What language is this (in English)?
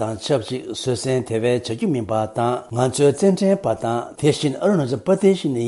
Tibetan